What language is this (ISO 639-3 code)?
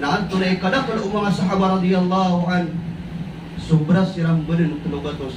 mrw